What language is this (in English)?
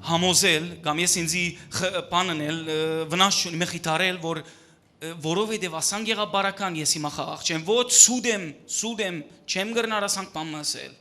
Western Armenian